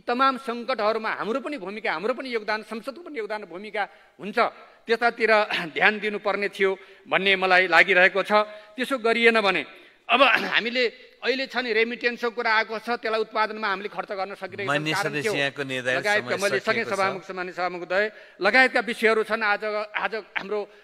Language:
Nepali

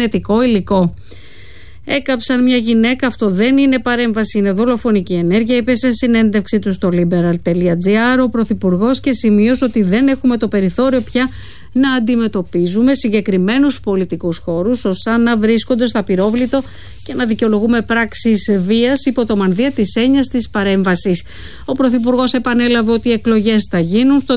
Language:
Greek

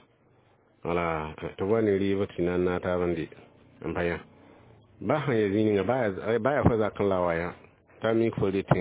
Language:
Mossi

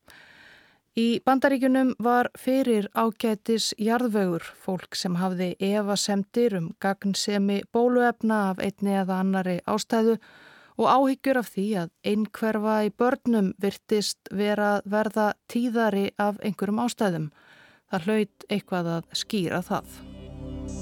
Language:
Icelandic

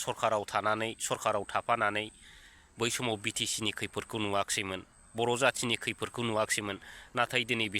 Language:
Bodo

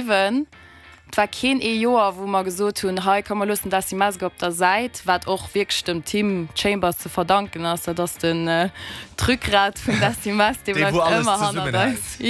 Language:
Luxembourgish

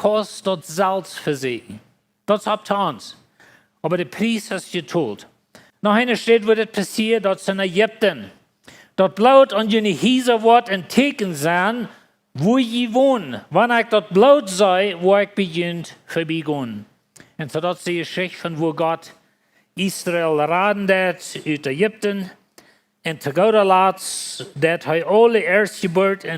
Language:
Plautdietsch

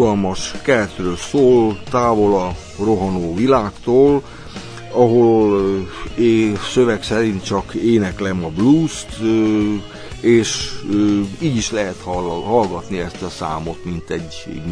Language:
Hungarian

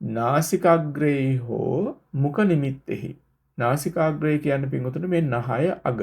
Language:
Sinhala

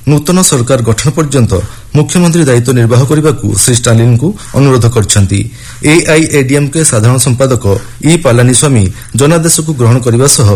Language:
Odia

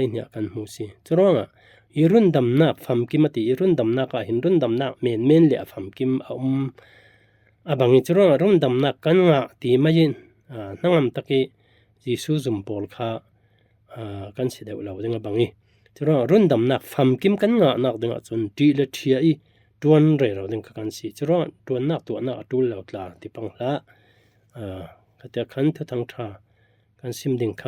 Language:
Falam Chin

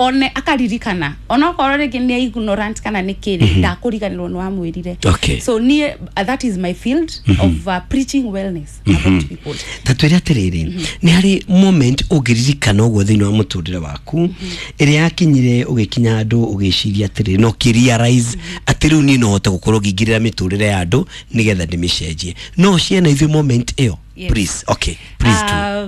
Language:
Kikuyu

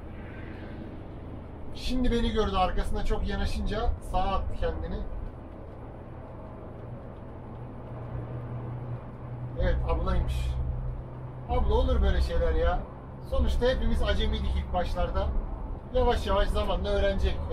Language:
Turkish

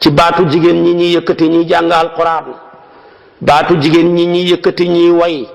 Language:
Wolof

